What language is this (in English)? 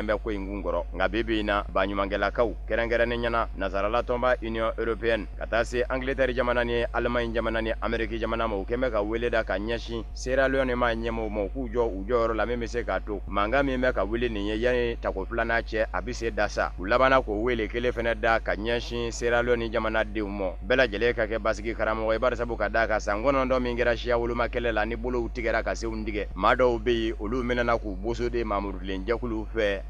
Bambara